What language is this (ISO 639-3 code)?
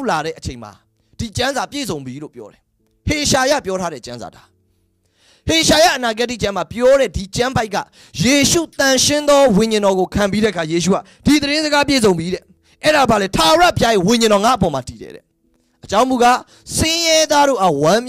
mya